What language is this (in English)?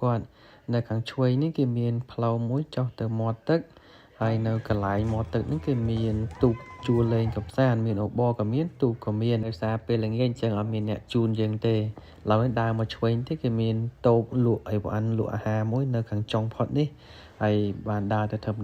Khmer